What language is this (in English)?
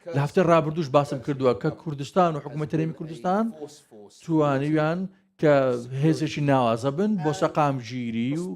Central Kurdish